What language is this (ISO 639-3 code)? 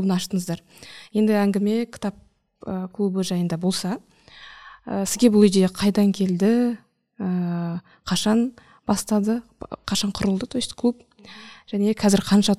kaz